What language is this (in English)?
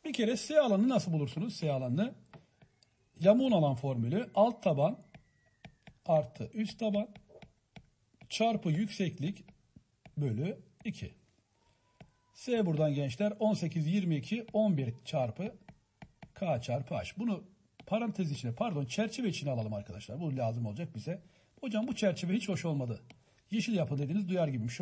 Turkish